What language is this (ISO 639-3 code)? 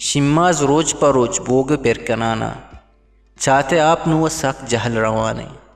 bgp